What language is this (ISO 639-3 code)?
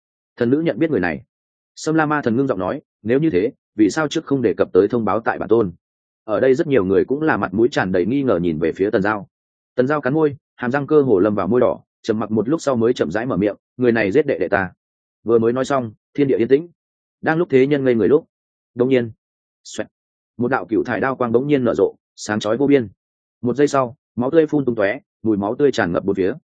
vie